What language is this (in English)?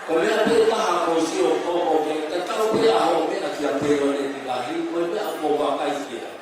Tongan